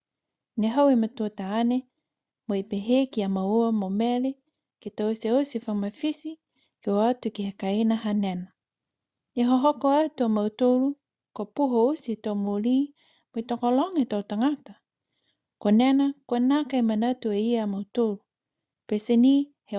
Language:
Niuean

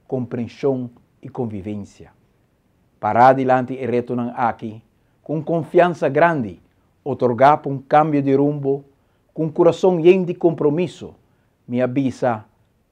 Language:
Papiamento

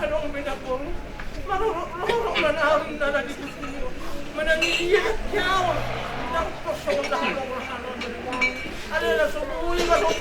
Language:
Batak Toba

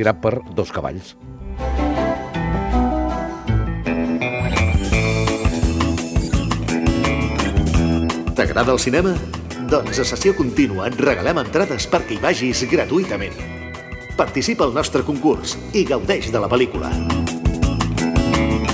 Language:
Catalan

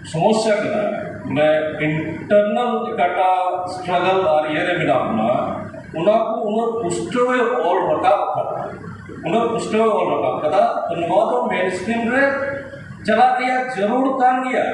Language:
Santali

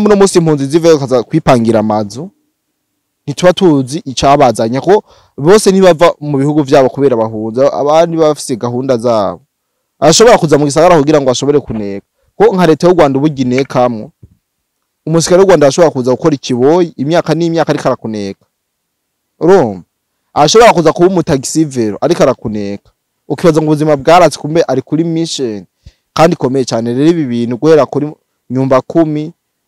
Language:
Rundi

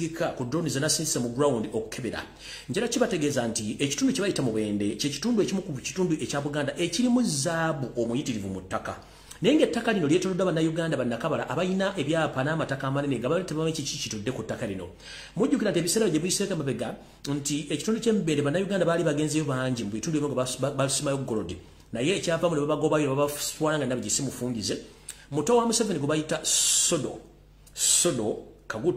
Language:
Ganda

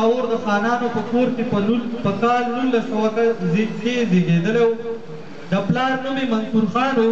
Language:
Pashto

